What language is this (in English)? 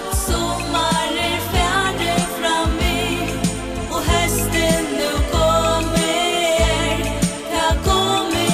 Faroese